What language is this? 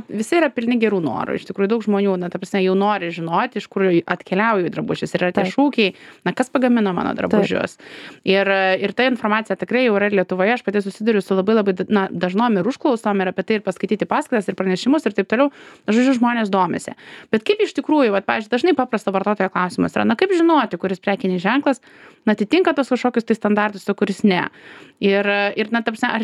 Lithuanian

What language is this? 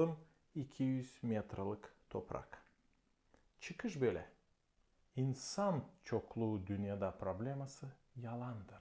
Gagauz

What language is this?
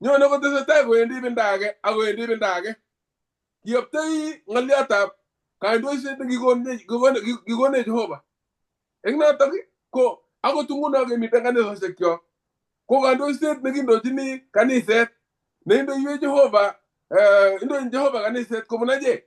Kalenjin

